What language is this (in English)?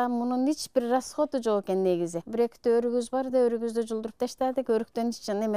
Kyrgyz